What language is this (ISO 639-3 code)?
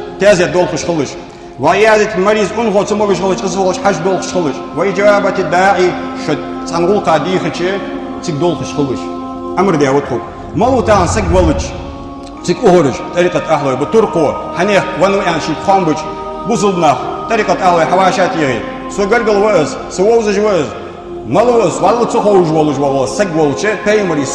inh